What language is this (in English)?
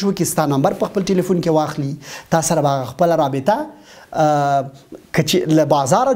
Pashto